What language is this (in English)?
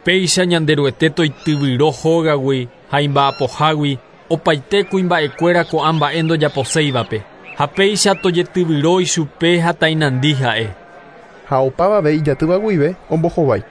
Guarani